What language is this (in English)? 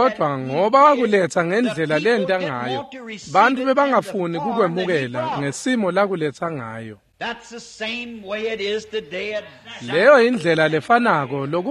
Swati